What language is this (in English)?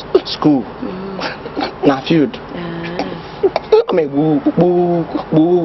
Igbo